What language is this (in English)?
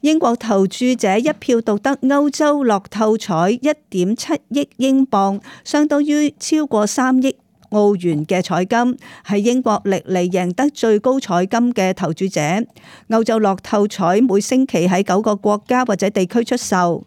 Cantonese